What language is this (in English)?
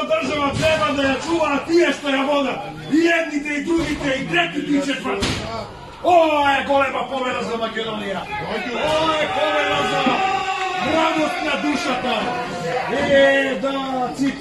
Macedonian